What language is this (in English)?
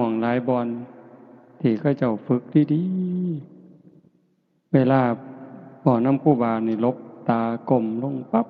Lao